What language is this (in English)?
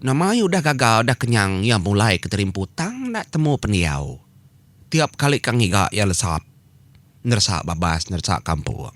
Iban